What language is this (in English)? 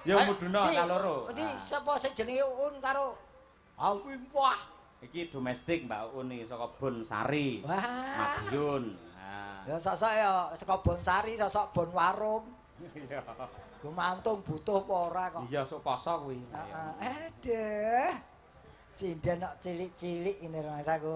Javanese